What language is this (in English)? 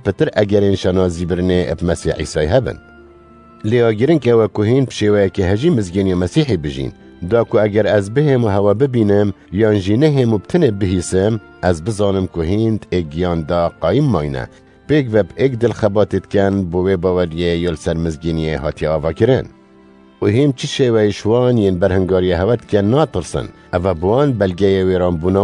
Kurdish